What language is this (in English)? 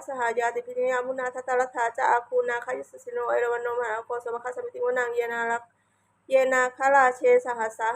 Pali